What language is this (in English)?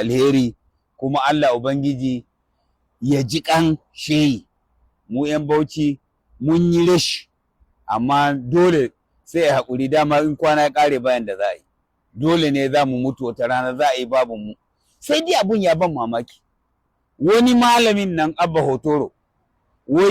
Hausa